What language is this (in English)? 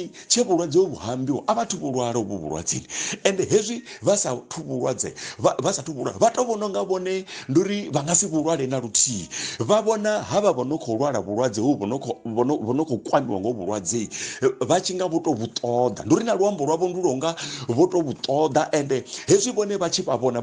Venda